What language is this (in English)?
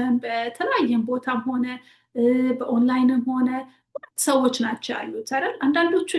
Amharic